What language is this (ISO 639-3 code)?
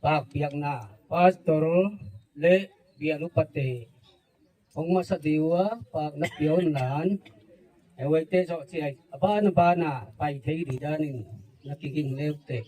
gnb